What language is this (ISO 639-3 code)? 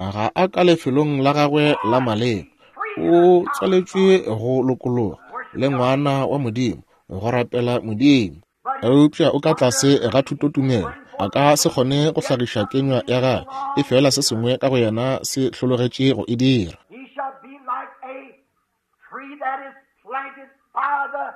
nso